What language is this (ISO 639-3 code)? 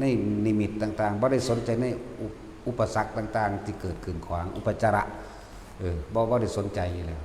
tts